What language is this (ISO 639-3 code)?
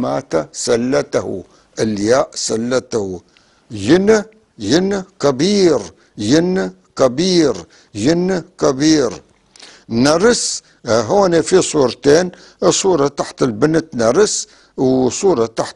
apc